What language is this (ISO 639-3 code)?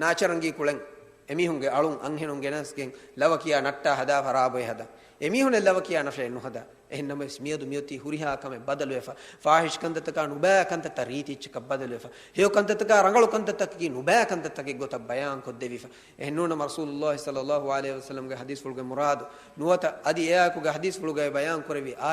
div